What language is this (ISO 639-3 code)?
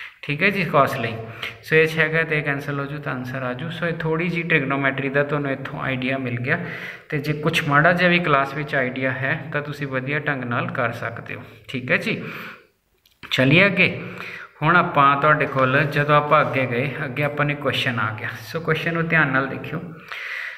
pan